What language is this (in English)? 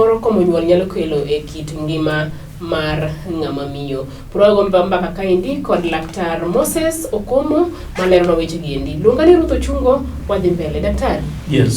Luo (Kenya and Tanzania)